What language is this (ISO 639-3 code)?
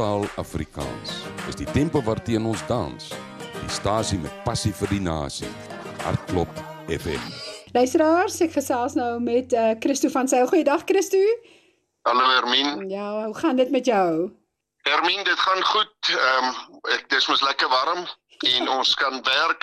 afr